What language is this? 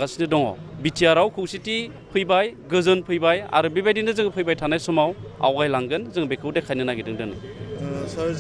Bodo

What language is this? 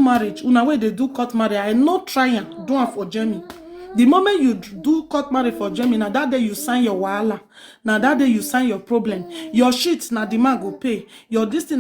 Nigerian Pidgin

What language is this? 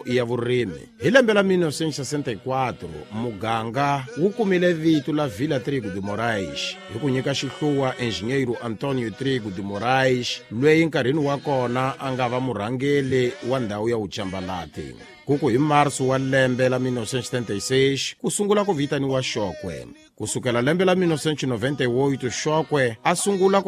Tsonga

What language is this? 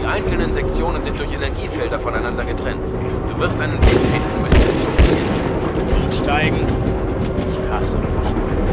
Bavarian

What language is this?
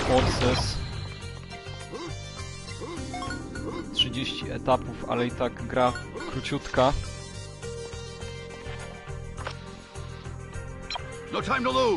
Polish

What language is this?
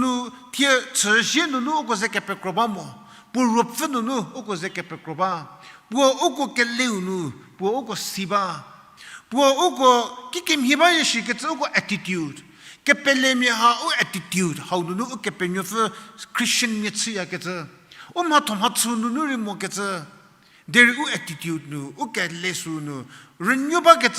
Angami Naga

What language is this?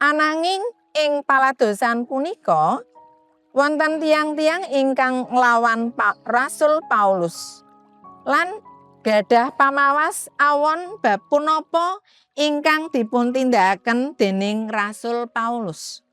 Javanese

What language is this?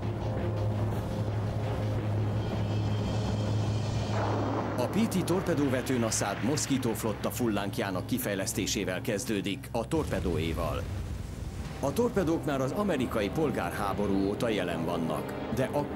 Hungarian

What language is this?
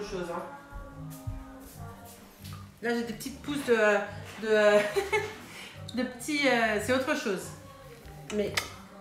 French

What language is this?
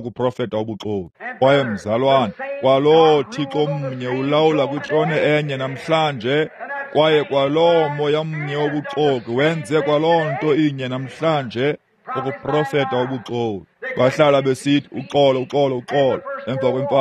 Xhosa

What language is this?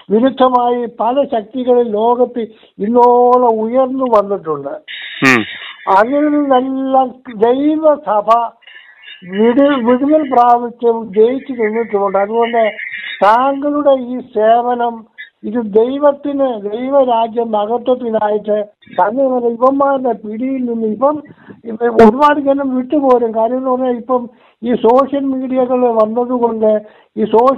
Malayalam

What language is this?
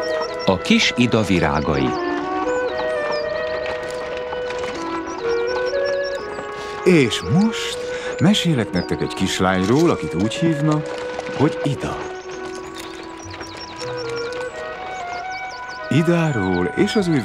Hungarian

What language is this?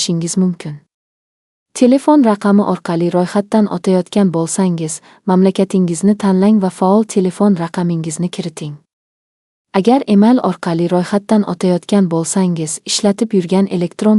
Uzbek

